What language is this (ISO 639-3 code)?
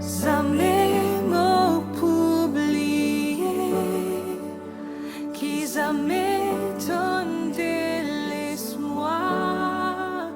mfe